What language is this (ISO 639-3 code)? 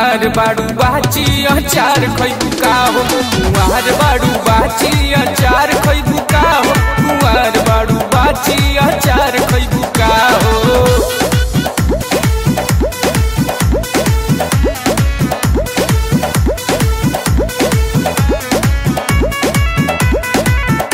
bho